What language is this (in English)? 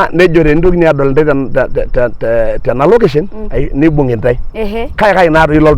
Masai